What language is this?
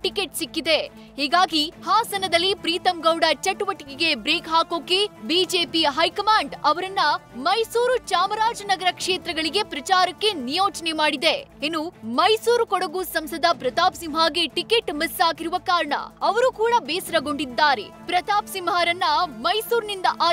Kannada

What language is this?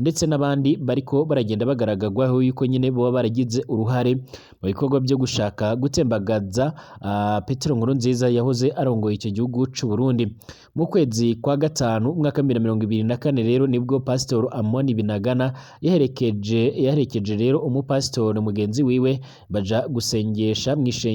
Rundi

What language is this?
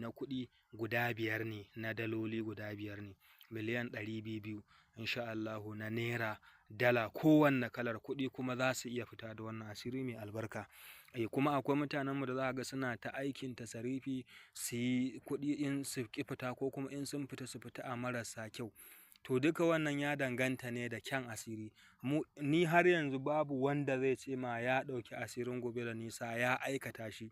Hausa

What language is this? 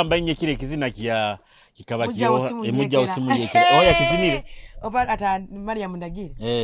Nyoro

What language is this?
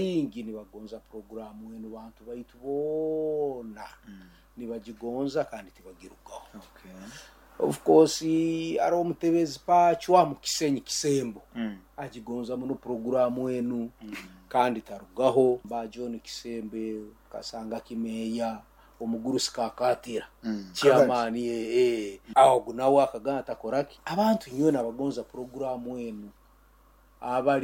Nyoro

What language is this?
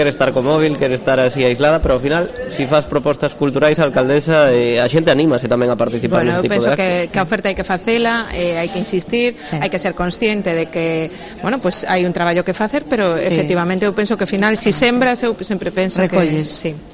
Galician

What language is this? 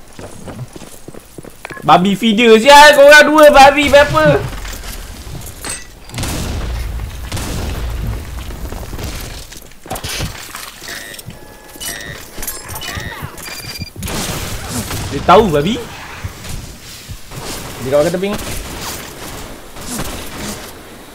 Malay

